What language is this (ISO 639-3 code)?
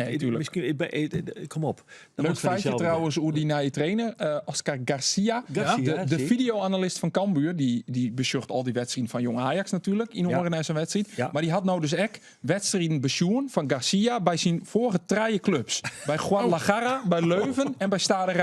fry